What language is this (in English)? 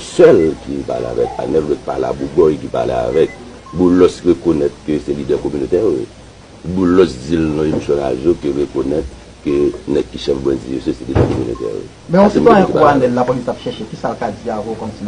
Haitian Creole